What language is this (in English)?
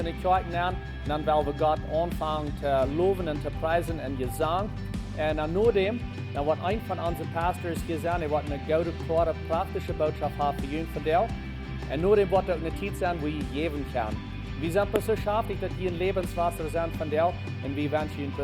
Plautdietsch